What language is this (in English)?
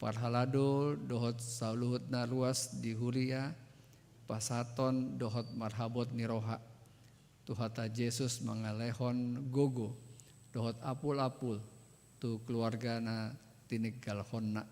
Batak Toba